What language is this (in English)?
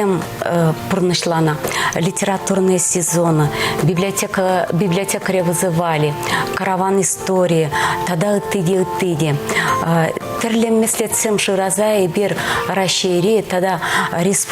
Chuvash